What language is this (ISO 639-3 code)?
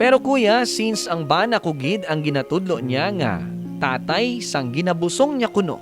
hil